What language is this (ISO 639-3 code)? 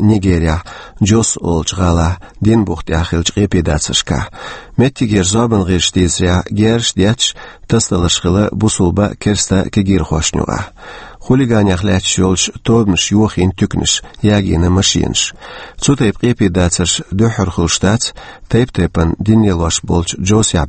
che